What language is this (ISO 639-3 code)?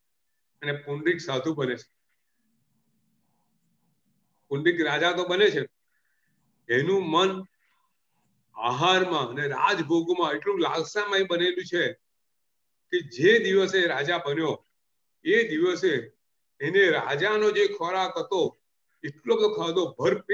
guj